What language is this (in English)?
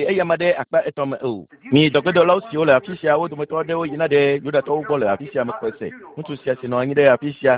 Ewe